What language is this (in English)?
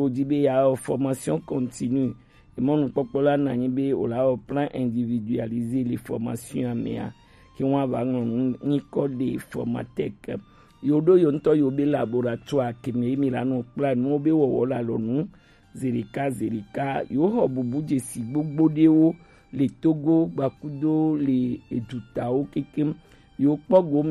Gen